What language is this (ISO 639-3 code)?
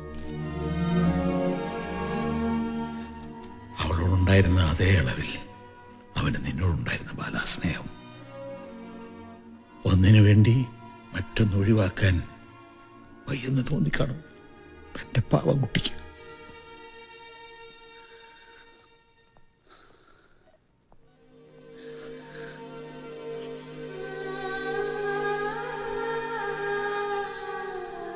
mal